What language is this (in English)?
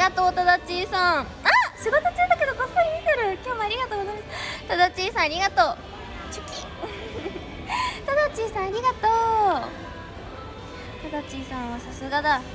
Japanese